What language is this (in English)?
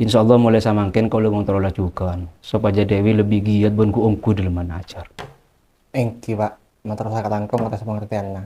Madurese